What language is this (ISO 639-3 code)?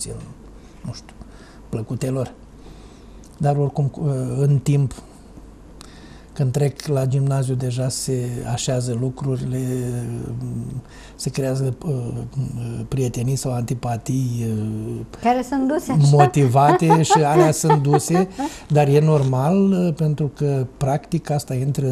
ron